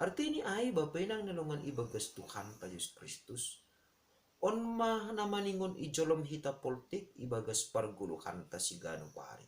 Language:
Batak Simalungun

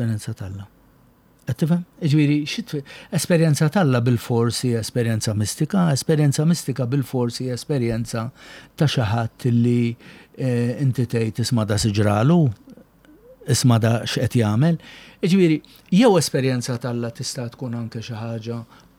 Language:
Maltese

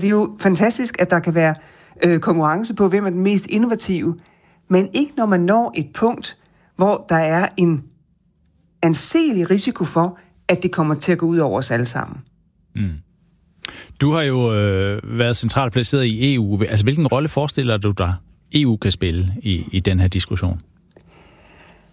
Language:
Danish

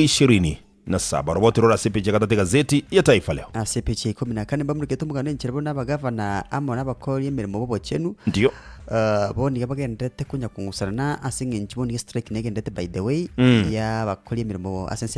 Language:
Gusii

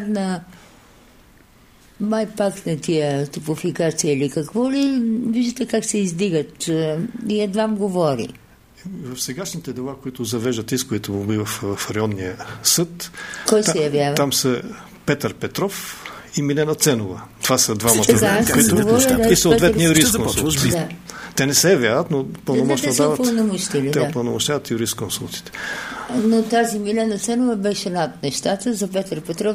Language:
Bulgarian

